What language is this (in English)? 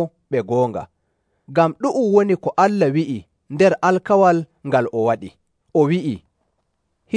Nigerian Fulfulde